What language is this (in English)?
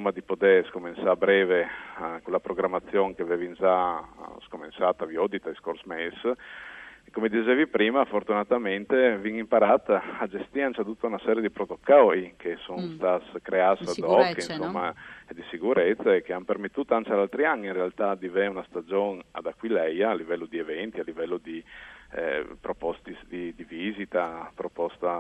Friulian